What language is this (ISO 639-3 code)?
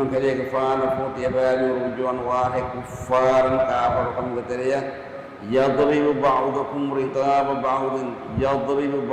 div